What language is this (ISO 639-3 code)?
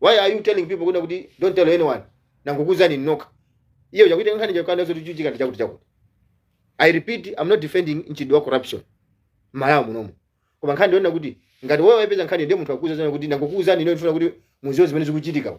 nya